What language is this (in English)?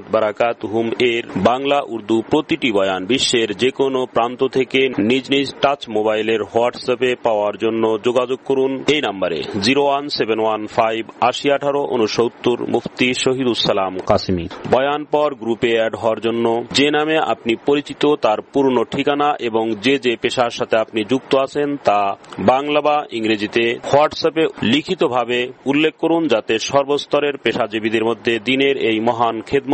Bangla